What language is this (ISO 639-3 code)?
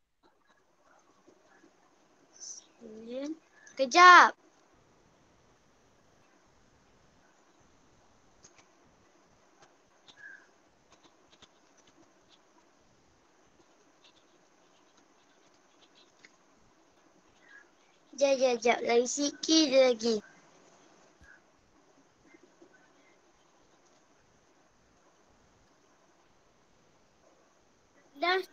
msa